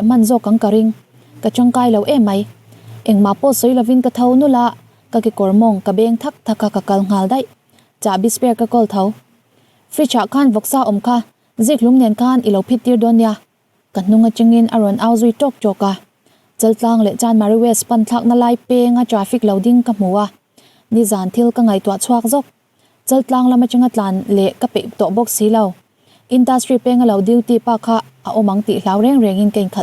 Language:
Mizo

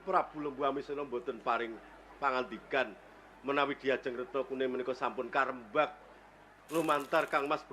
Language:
Javanese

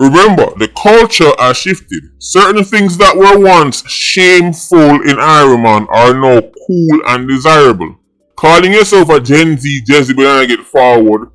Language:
Jamaican Creole English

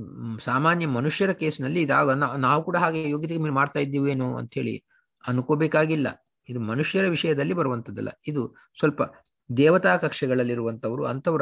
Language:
Kannada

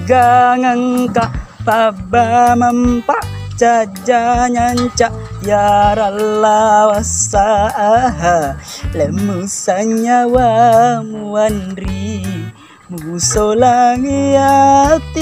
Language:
Buginese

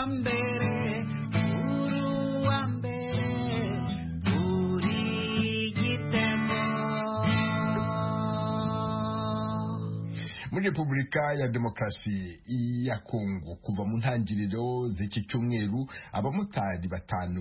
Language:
Kinyarwanda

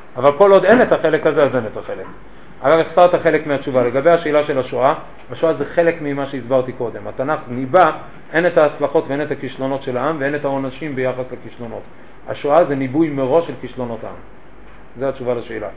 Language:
Hebrew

